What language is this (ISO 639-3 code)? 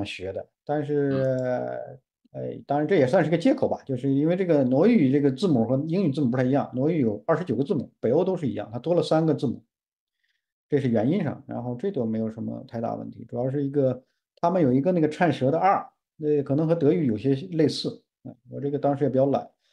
zho